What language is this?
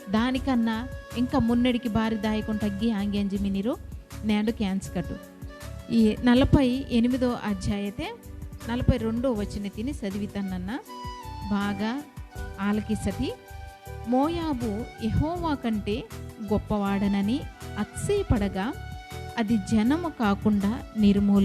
Koya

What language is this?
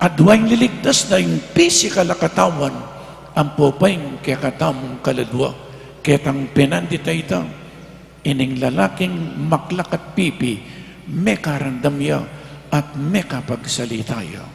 Pampanga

